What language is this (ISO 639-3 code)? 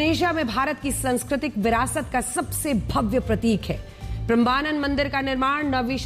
hin